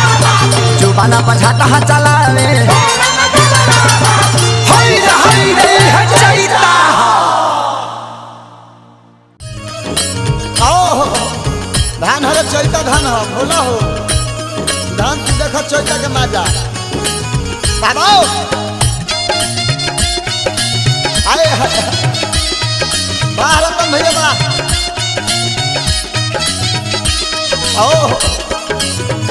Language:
Bhojpuri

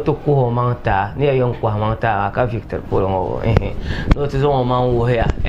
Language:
Dagbani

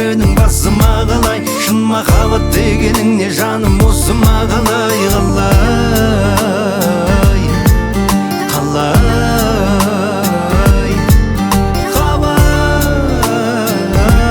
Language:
Kazakh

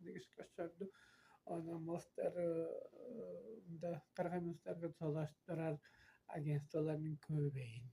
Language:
Tuvinian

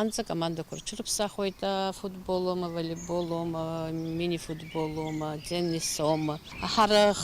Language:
Abkhazian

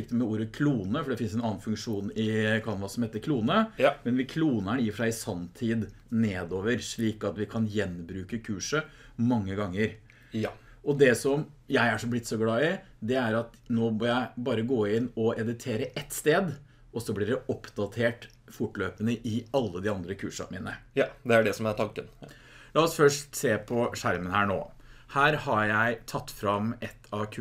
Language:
Norwegian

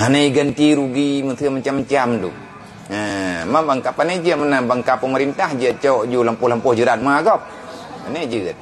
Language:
Achinese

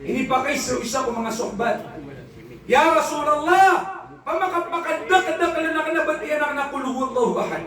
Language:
Maranao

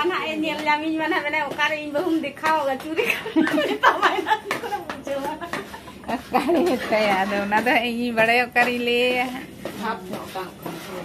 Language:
Santali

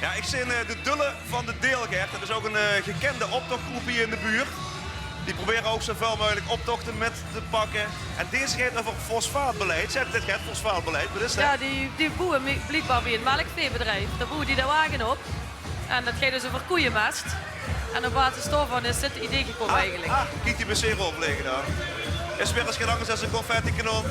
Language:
Limburgish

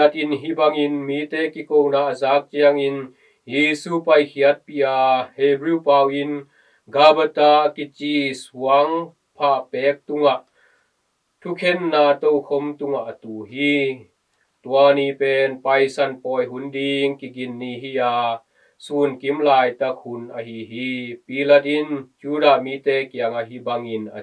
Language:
Tedim Chin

